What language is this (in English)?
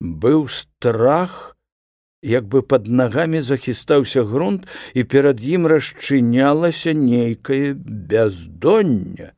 Belarusian